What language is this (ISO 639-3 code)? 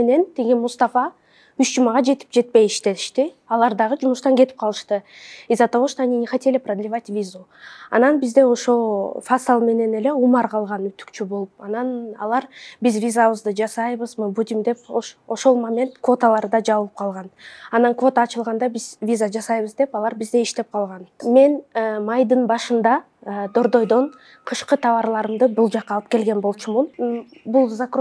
kir